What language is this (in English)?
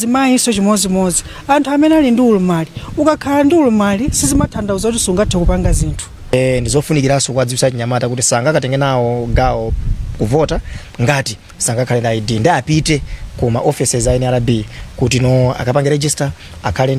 Nyanja